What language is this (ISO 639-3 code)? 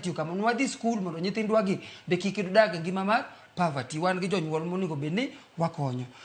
luo